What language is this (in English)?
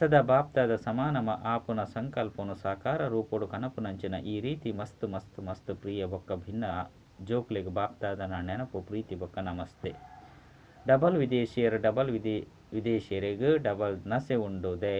Tulu